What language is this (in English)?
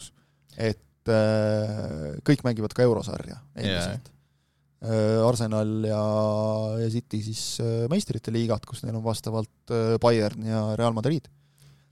Estonian